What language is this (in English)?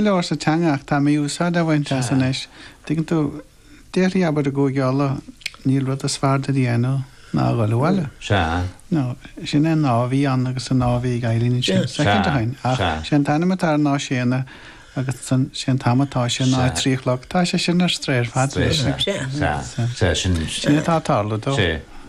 Irish